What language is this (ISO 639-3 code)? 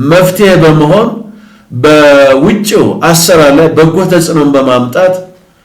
amh